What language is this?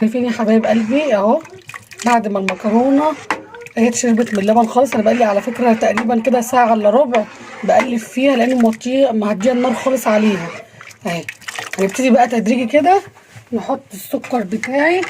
Egyptian Arabic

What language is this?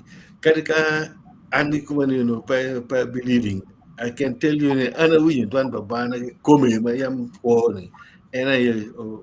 Acoli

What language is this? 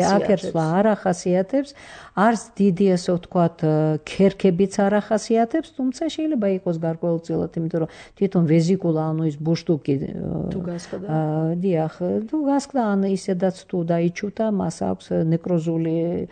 Georgian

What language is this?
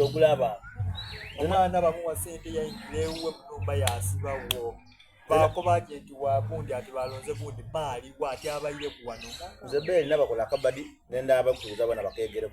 Soga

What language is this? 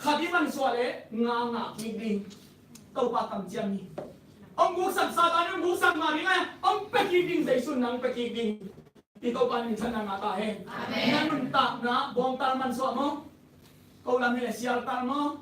Tedim Chin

